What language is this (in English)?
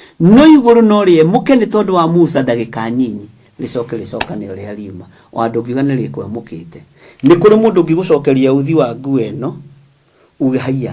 Kikuyu